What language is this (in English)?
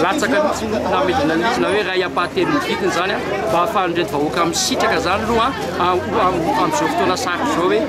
Malagasy